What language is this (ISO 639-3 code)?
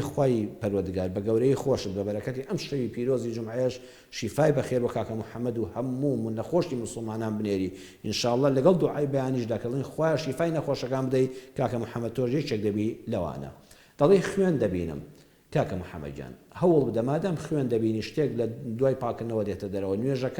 ckb